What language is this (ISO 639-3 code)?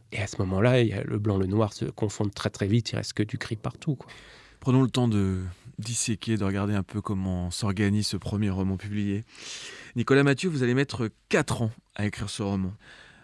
fra